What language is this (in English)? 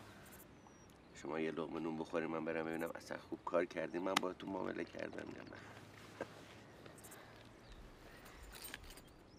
Persian